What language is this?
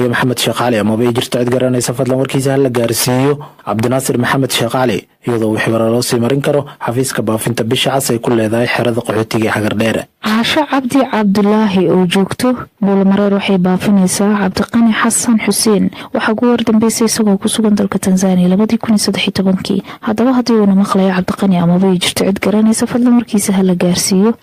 Somali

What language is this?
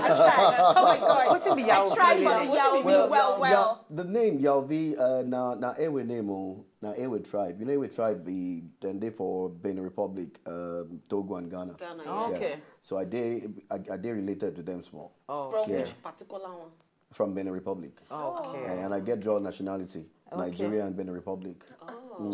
Nigerian Pidgin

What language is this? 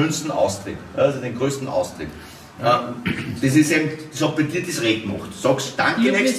German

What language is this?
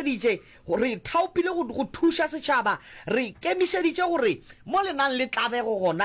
Northern Sotho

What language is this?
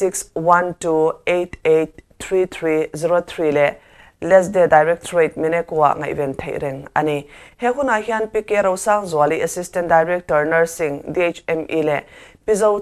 Mizo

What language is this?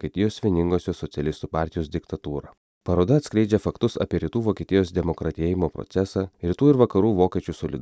Lithuanian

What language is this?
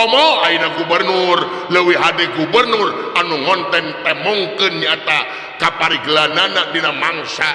Sundanese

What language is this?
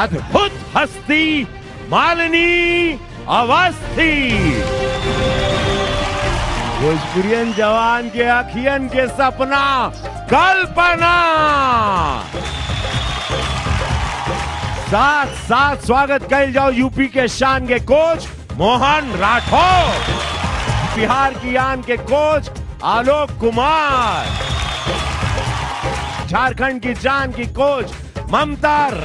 Bhojpuri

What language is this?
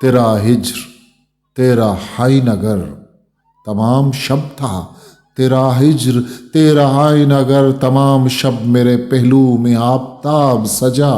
Eastern Balochi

